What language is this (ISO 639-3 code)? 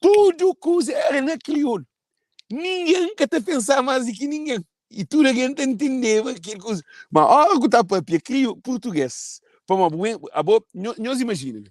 kea